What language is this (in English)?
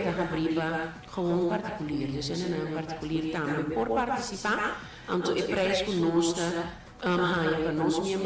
Papiamento